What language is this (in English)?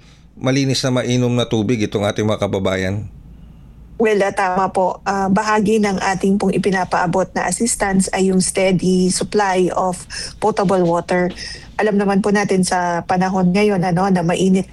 Filipino